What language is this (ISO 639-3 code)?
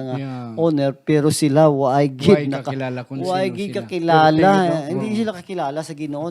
hil